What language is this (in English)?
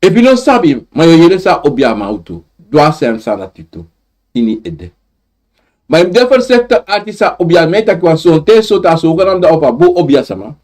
Sranan Tongo